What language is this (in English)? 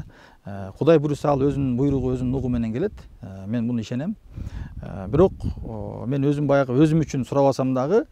Kyrgyz